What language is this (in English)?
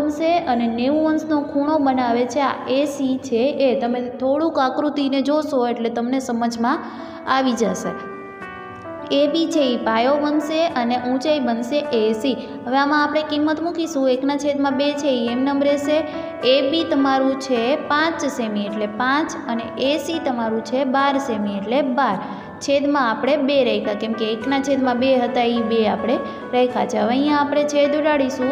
Gujarati